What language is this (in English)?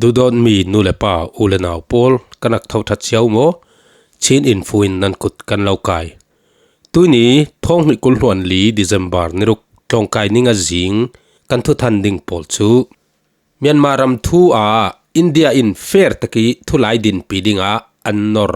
Falam Chin